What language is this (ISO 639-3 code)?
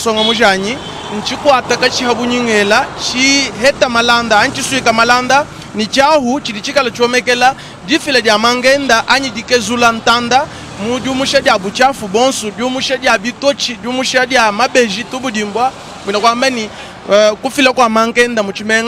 lua